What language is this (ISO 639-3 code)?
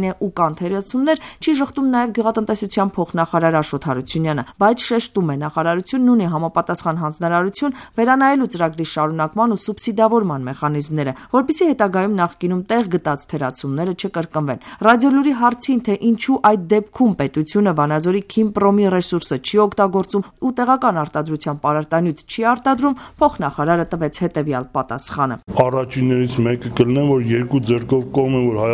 hye